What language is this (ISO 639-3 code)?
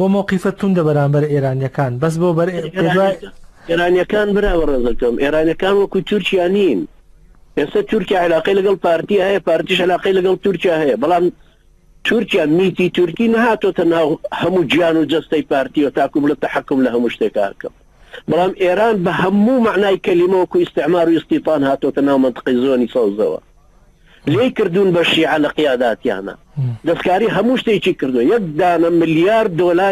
ckb